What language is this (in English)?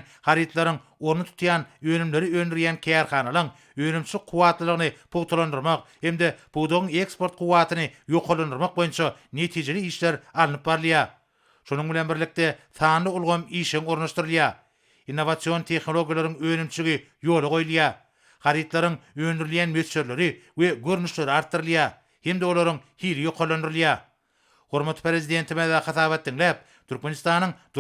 Turkmen